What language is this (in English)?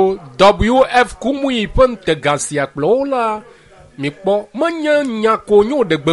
Ewe